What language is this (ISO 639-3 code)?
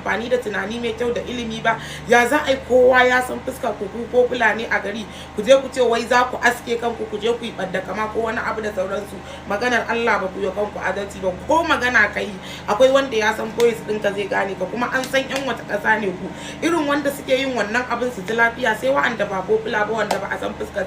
hau